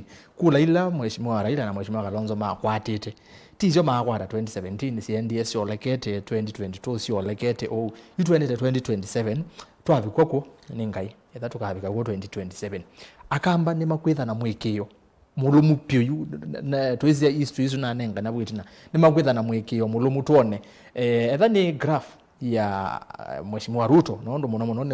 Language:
Kamba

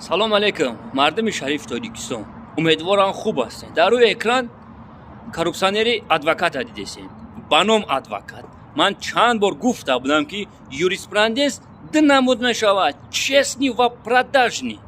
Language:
Tajik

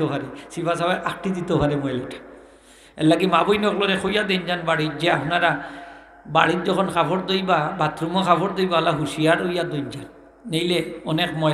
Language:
Sylheti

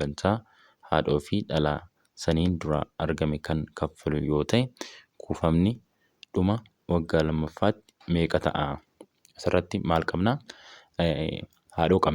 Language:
Oromo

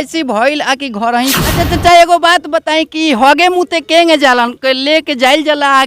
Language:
Bhojpuri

